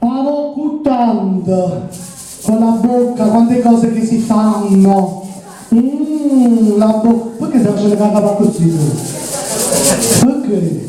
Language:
Neapolitan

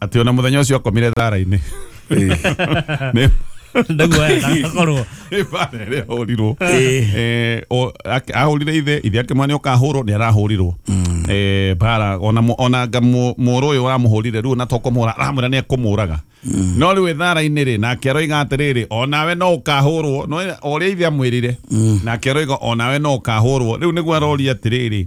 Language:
Kikuyu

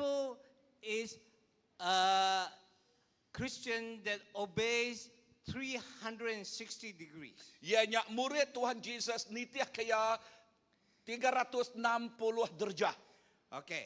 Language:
Iban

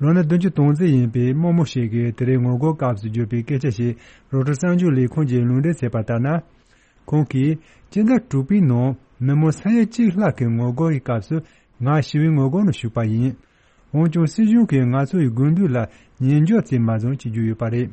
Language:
Tibetan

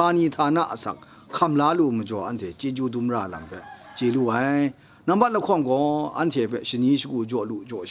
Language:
Kachin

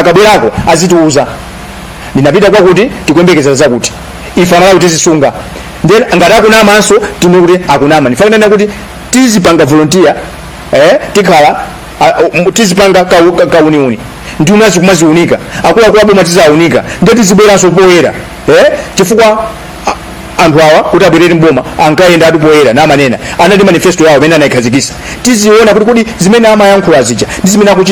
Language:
Nyanja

